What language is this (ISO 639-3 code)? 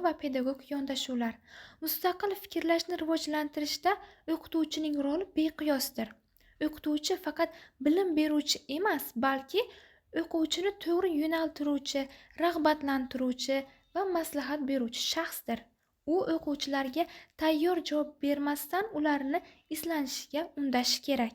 uzb